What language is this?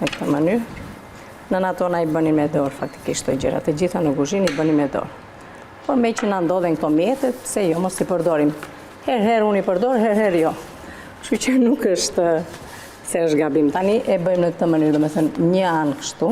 Albanian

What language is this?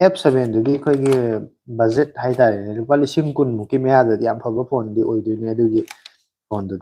Manipuri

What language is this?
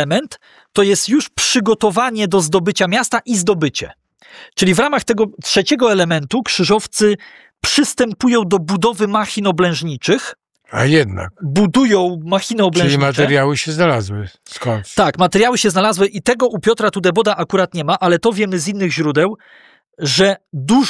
Polish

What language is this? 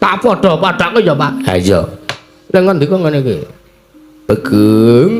Javanese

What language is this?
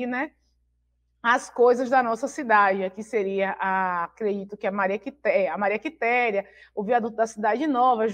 Portuguese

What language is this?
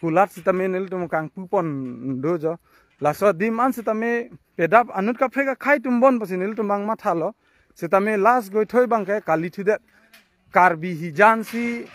Karbi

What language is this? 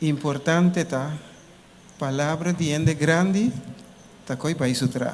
Papiamento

